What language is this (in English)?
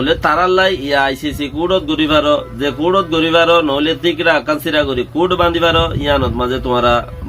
Rohingya